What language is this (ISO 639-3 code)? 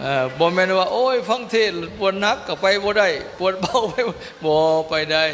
lao